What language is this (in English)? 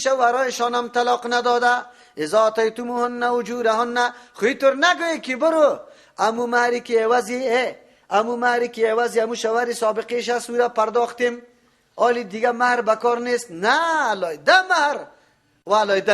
Persian